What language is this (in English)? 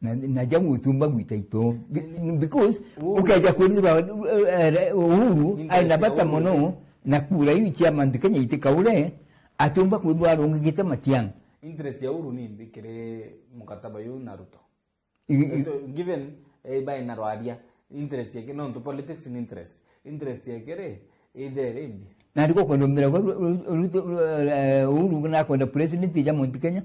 Meru